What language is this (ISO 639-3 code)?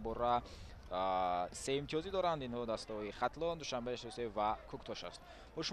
tgk